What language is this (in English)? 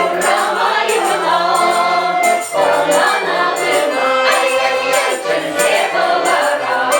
Chuvash